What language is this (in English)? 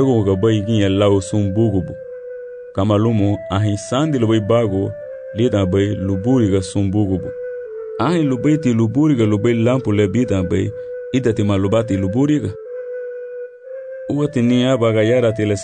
Garifuna